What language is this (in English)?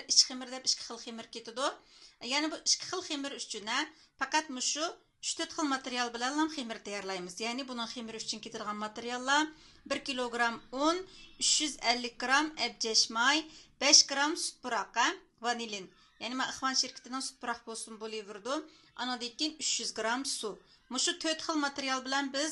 Uyghur